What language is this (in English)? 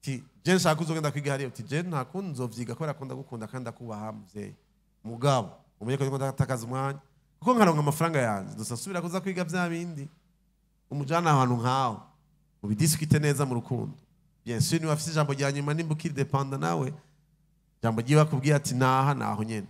Rundi